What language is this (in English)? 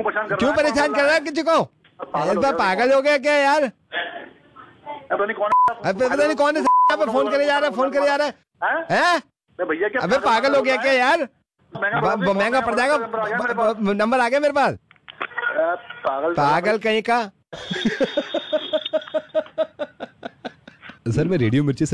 Hindi